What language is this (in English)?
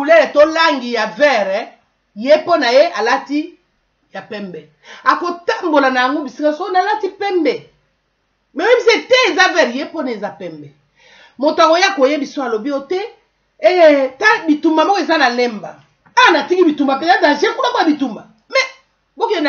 Lingala